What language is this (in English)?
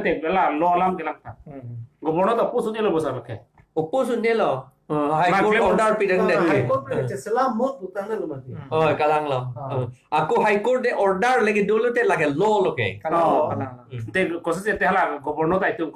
Karbi